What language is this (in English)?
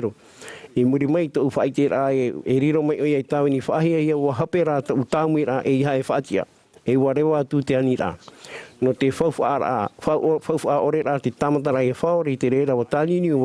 Tahitian